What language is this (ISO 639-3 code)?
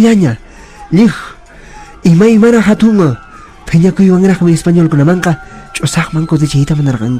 que